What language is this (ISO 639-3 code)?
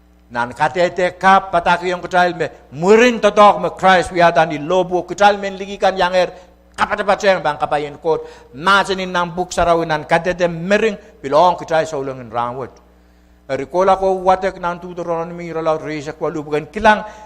pon